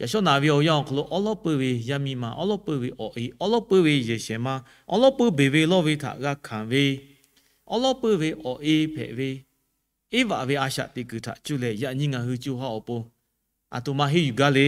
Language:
Lahu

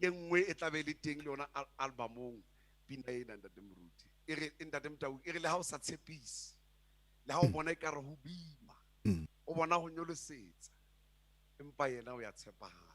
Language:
Southern Sotho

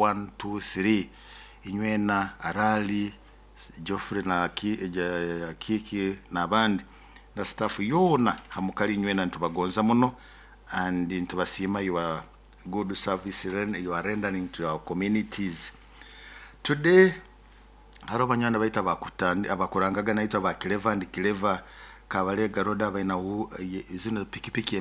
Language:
Nyoro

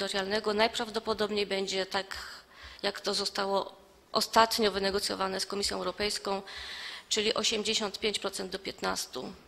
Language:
Polish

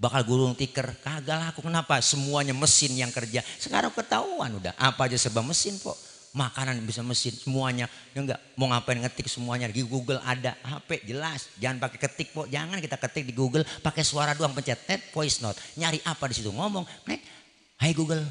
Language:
Betawi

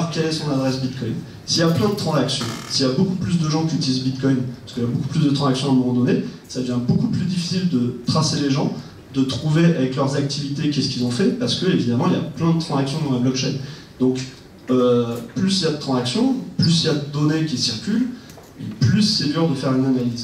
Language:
French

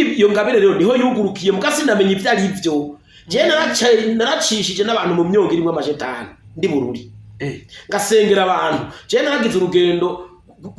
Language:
Rundi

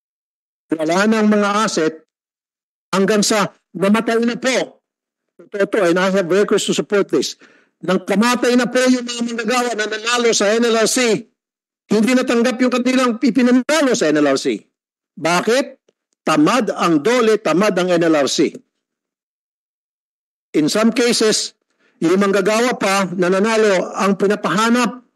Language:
Filipino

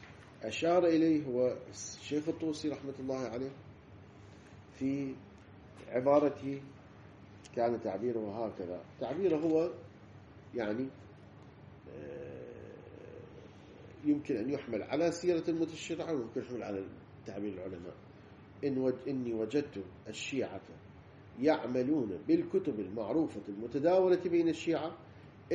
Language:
Arabic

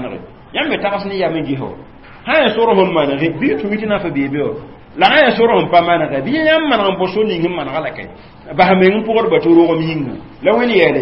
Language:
Mossi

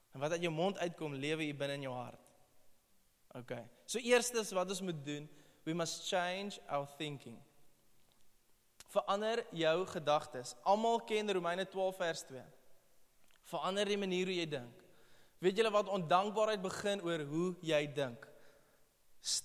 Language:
Afrikaans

